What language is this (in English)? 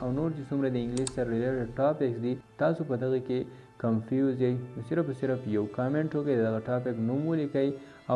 Pashto